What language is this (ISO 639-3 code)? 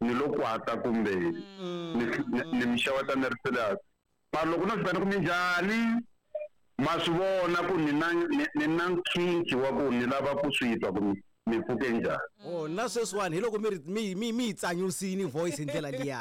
tso